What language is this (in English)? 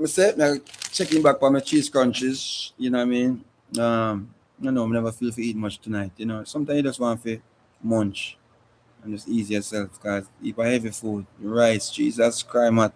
Jamaican Creole English